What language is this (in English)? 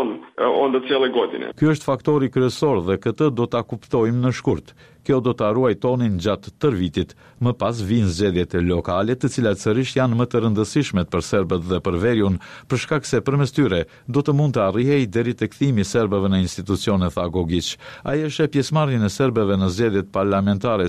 Albanian